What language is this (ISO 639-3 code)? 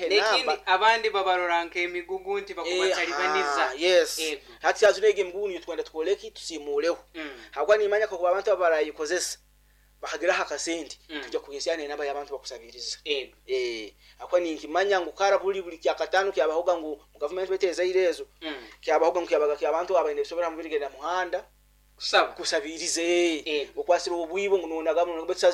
nyo